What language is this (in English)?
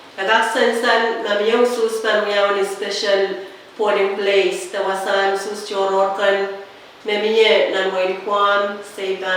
Pohnpeian